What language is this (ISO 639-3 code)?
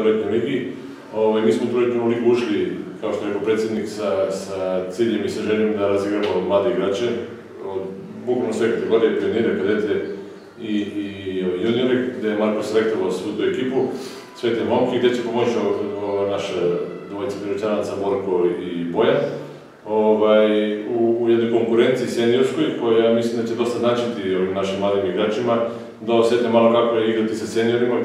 mkd